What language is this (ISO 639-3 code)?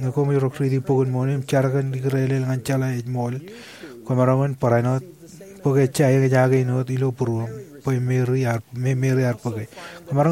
mah